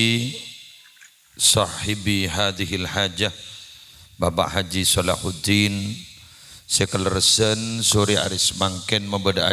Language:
Madurese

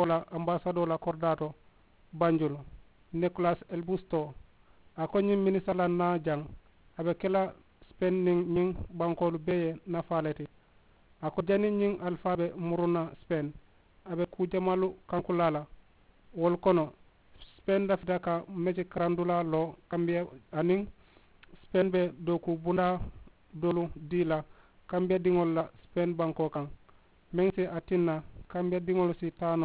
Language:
Mandingo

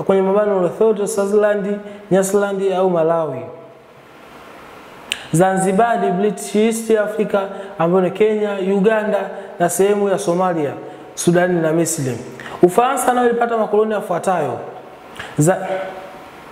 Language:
Swahili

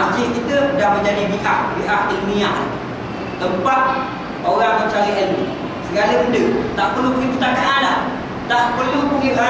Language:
Malay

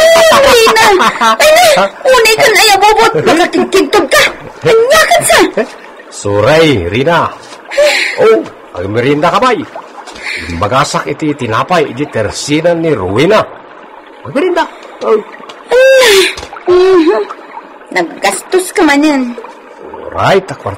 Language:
Iloko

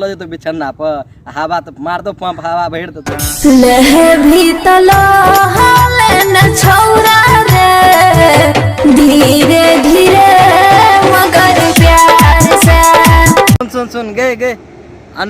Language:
Maithili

